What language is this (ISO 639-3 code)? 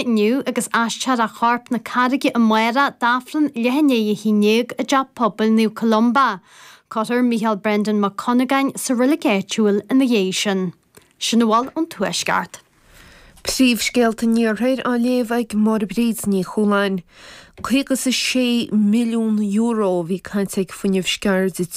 gle